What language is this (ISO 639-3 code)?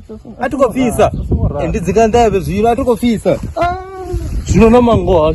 ven